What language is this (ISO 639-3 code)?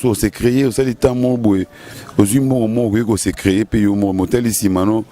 lin